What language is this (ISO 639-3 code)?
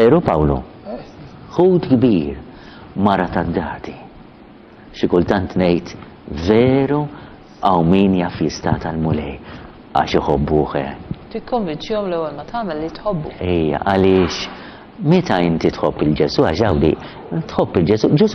mlt